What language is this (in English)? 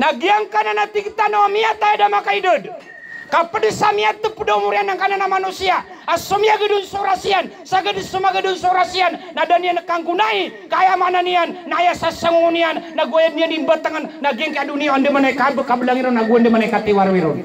Maranao